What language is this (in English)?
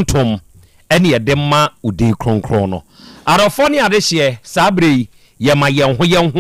Akan